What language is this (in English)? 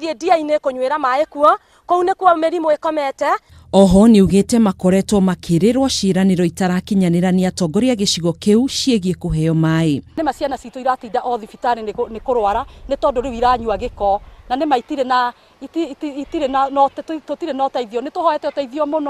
Kikuyu